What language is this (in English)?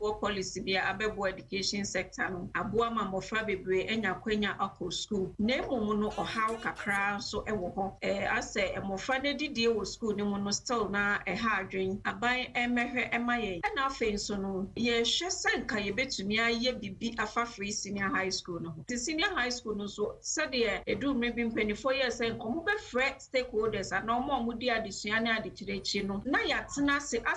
Akan